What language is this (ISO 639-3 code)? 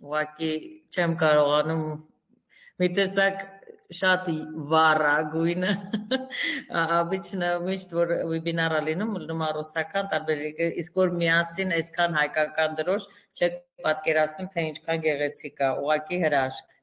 hye